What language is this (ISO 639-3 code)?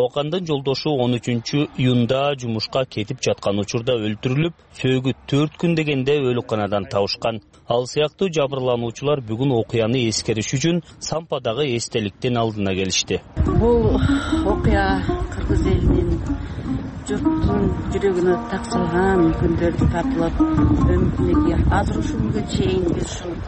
kir